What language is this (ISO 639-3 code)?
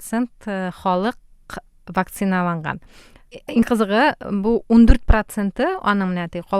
tat